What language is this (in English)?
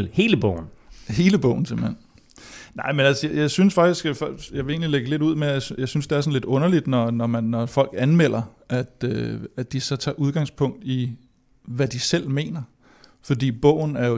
Danish